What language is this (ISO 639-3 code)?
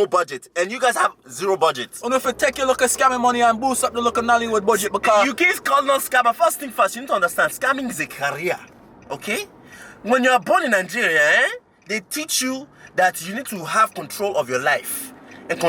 jam